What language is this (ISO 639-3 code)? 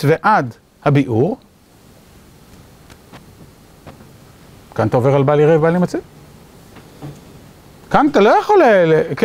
heb